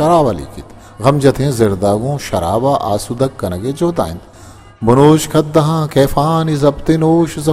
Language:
Baluchi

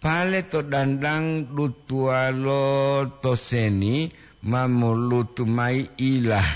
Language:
Gorontalo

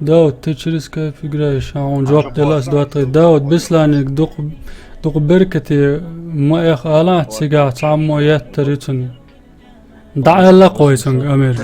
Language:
Chechen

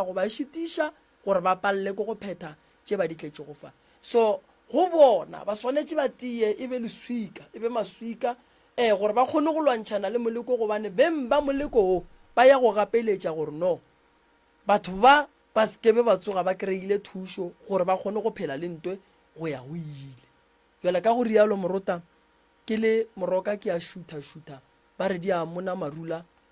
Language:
Northern Sotho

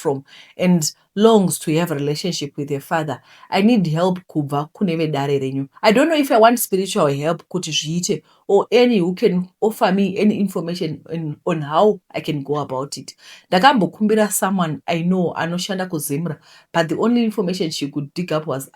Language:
Shona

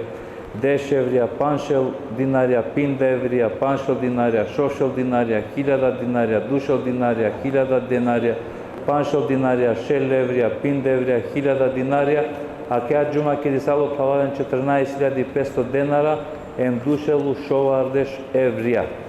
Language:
Balkan Romani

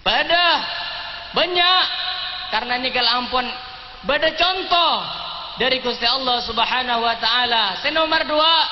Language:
Madurese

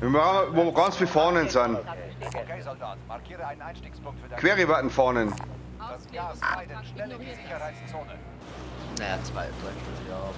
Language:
Bavarian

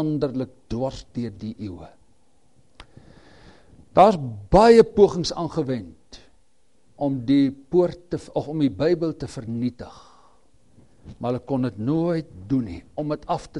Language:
Afrikaans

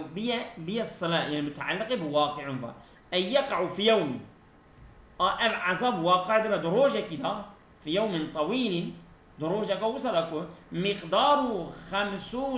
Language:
Kurdish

